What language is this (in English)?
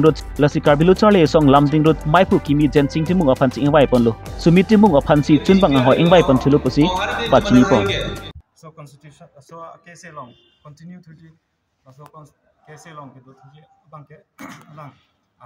Karbi